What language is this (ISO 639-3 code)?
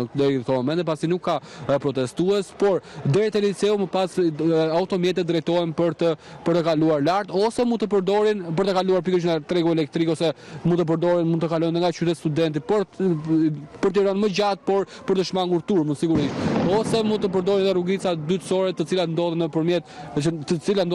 sqi